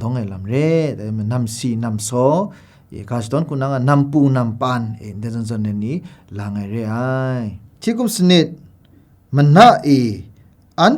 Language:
Kachin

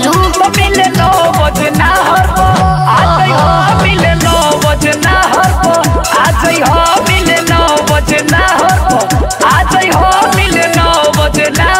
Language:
Bhojpuri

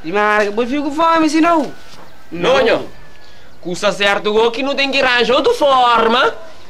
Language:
Kabuverdianu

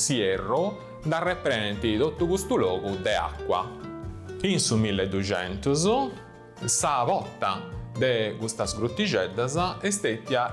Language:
Sardinian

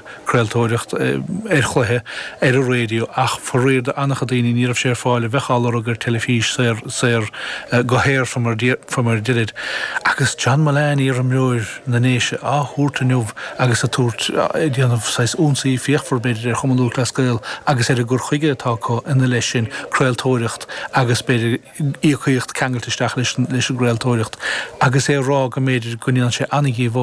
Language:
Irish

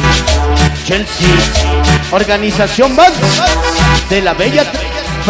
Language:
Spanish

